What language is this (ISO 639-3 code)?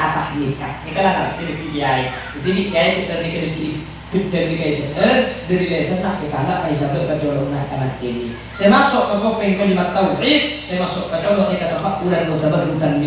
mad